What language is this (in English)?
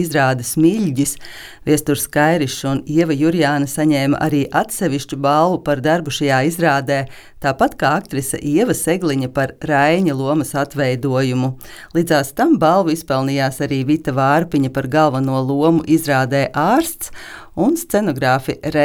Latvian